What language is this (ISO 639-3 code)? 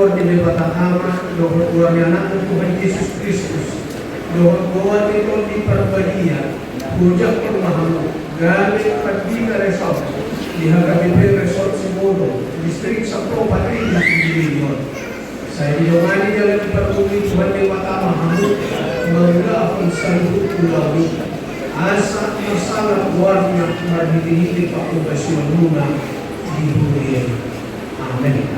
bbc